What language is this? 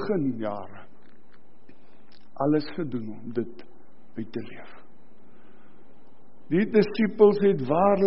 Afrikaans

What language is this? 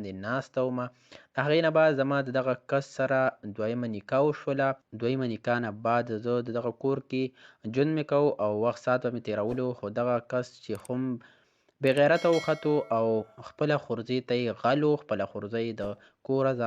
Pashto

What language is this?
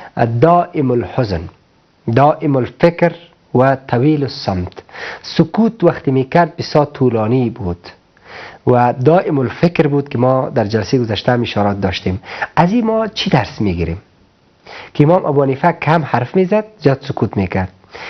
Persian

